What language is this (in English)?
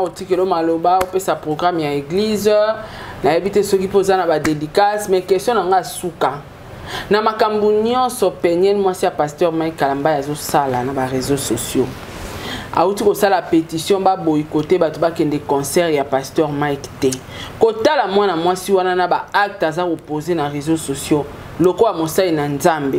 Lingala